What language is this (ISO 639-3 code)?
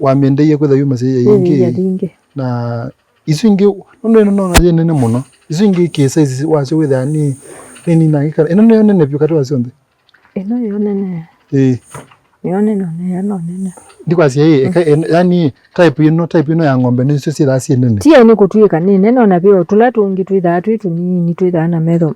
kam